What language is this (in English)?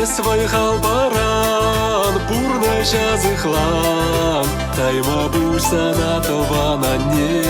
Chuvash